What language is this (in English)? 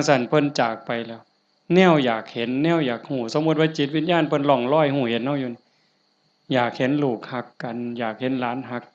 Northeastern Thai